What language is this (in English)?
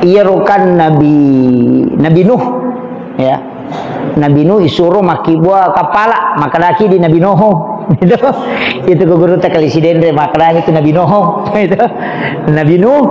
Buginese